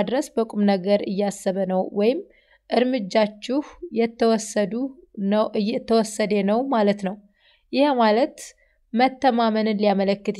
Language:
Amharic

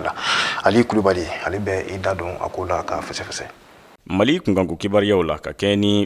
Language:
Bambara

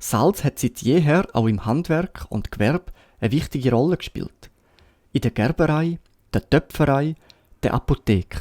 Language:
Swiss German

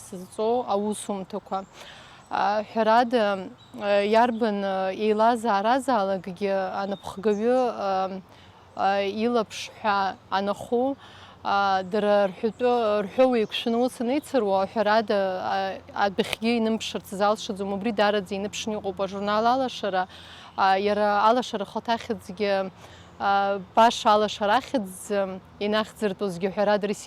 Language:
Abkhazian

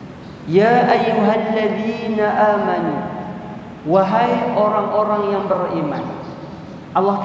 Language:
Malay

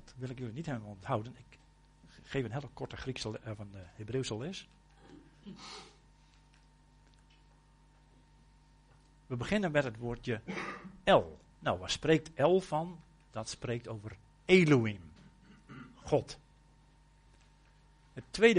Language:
Dutch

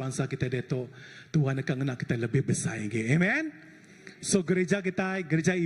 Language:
Iban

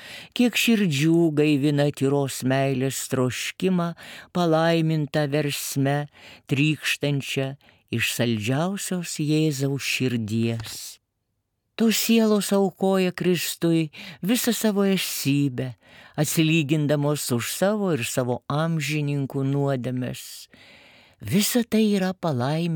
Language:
Lithuanian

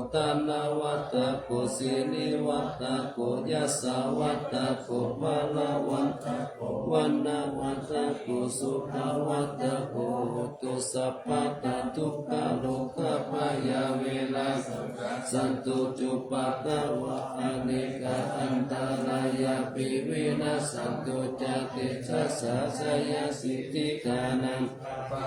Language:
Pali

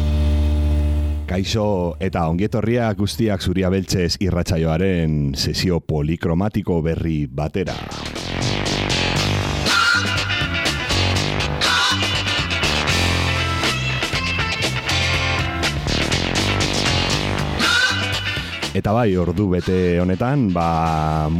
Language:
Basque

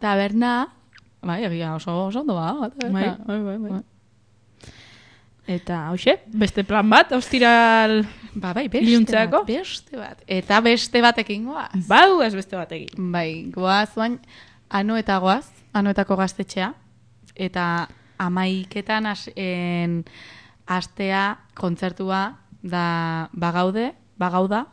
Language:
Basque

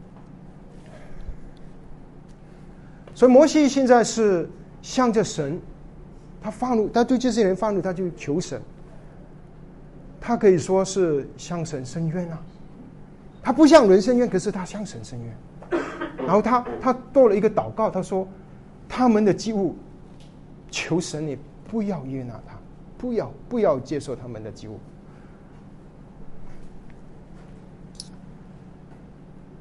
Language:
Chinese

